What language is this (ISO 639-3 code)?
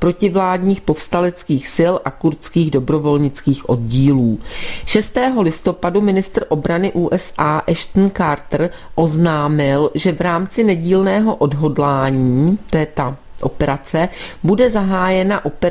ces